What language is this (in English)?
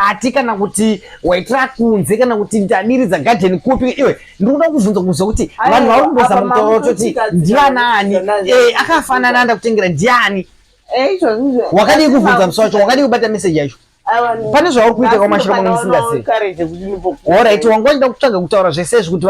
Shona